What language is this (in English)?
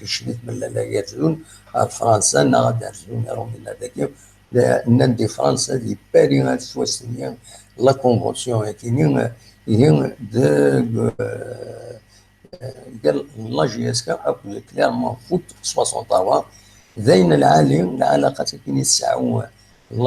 Kabyle